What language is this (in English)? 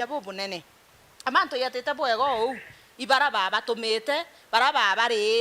Meru